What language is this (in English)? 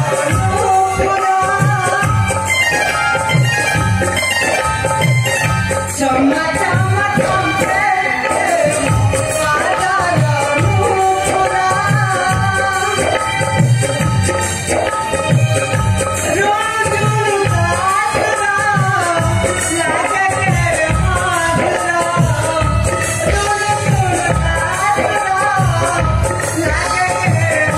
Odia